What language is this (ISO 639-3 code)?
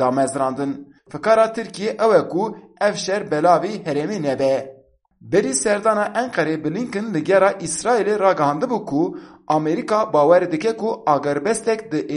kur